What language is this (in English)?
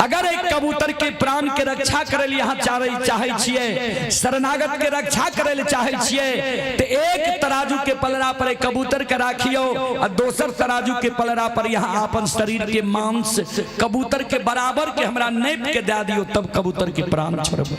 Maithili